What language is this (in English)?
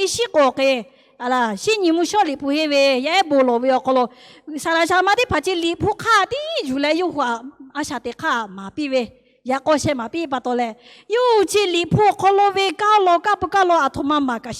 Lahu